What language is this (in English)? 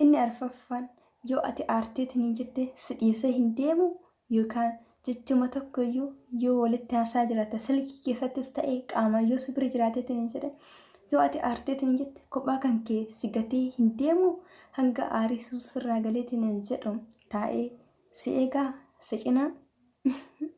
Oromo